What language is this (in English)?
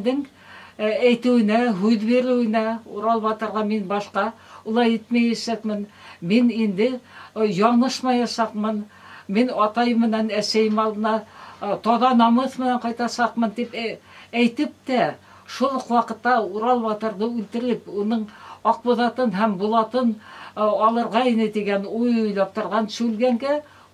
Bashkir